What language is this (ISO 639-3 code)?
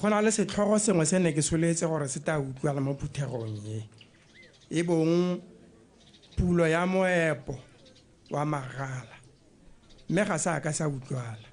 tsn